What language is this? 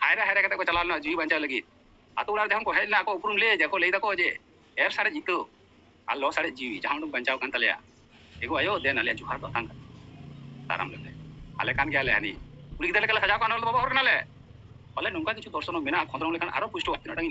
Santali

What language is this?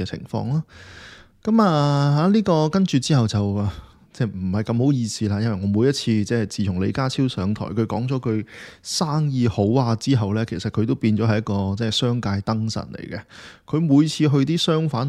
Cantonese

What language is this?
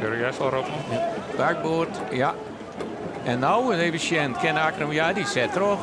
Western Frisian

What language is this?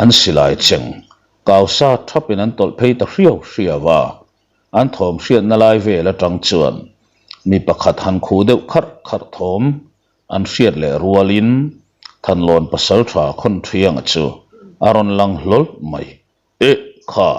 Mizo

